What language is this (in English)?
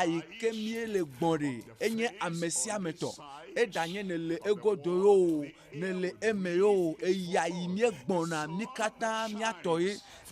Ewe